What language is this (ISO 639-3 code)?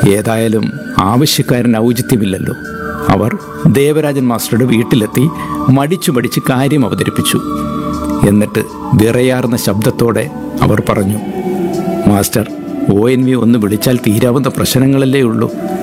mal